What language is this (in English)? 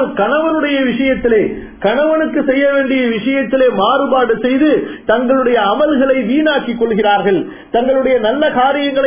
Tamil